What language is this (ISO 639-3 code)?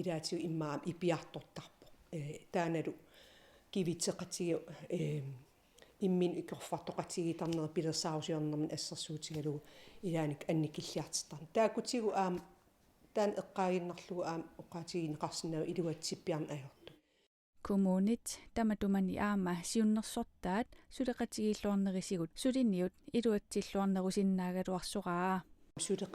kal